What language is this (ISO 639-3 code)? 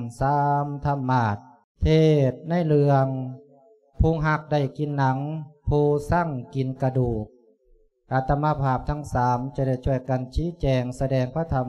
lao